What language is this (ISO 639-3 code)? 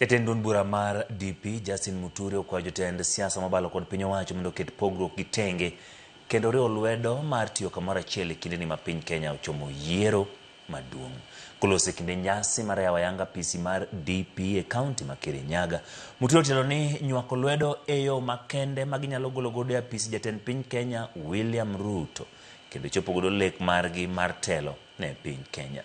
luo